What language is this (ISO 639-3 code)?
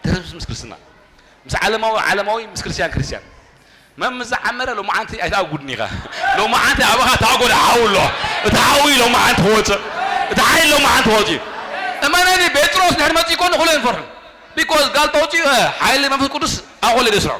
tir